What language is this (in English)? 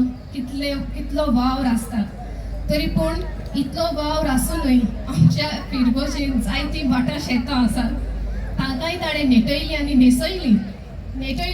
Konkani